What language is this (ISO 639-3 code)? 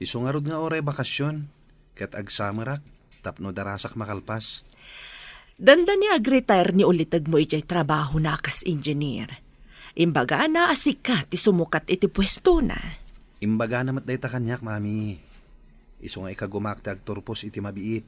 ilo